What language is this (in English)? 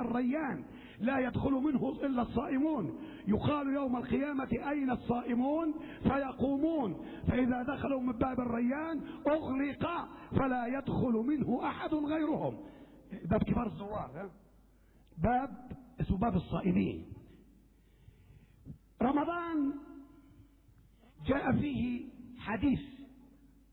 Arabic